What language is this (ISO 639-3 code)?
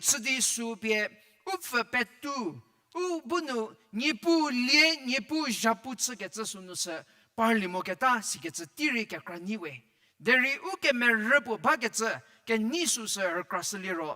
njm